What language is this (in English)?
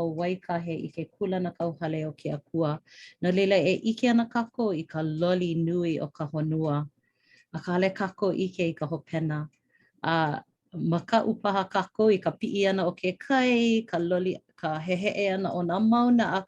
Hawaiian